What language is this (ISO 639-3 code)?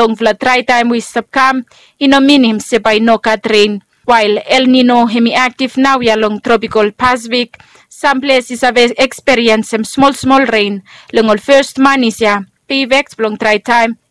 bis